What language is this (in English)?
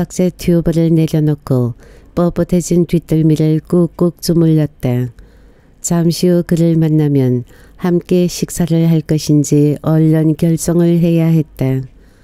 Korean